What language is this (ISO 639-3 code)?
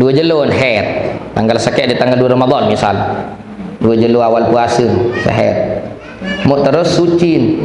sas